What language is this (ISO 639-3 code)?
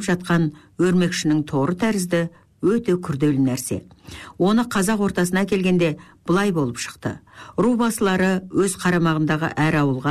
kaz